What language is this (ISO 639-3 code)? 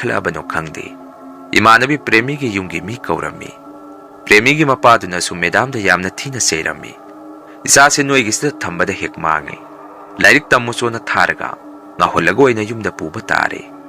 mni